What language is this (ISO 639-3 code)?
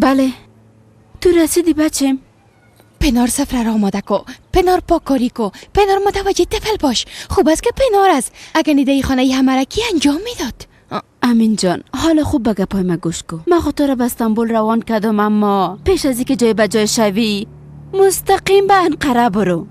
fas